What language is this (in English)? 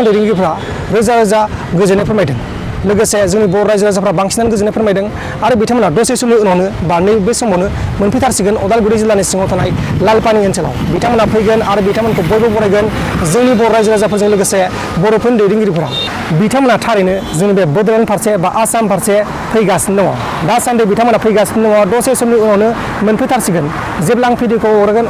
Bodo